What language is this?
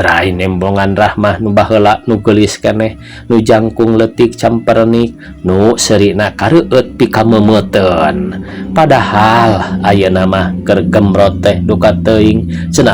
Sundanese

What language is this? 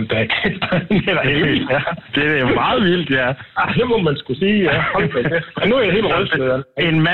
Danish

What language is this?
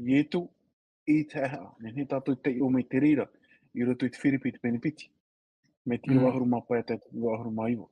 Tahitian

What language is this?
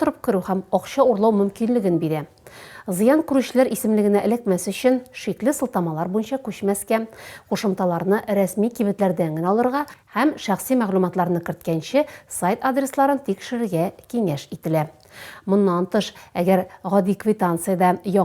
Tatar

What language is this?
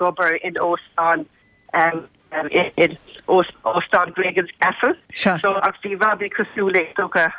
Irish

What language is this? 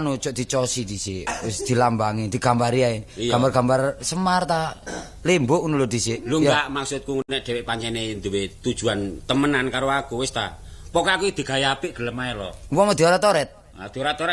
Javanese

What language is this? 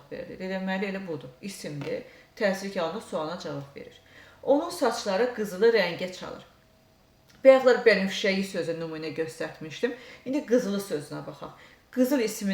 Azerbaijani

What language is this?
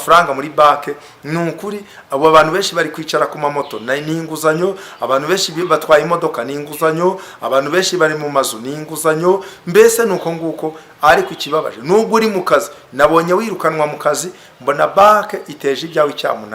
Kinyarwanda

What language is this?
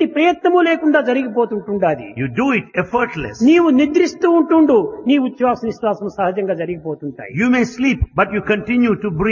Telugu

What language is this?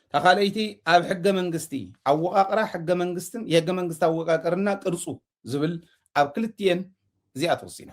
Tigrinya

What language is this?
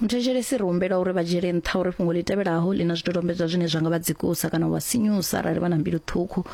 Venda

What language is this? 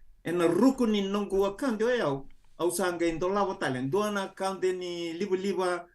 Fijian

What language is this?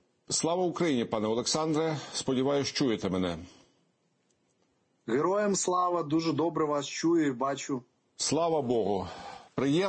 Ukrainian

